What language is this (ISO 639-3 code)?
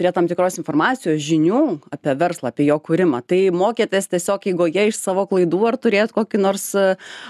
lit